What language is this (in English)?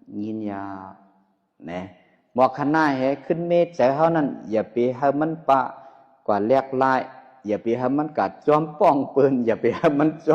Shan